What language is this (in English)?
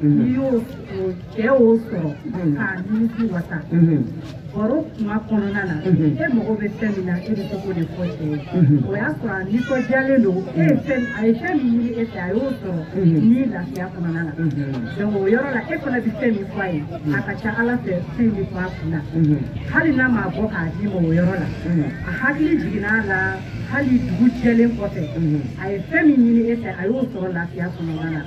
Bambara